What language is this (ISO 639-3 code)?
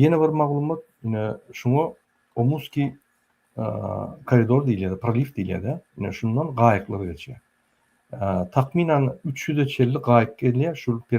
tuk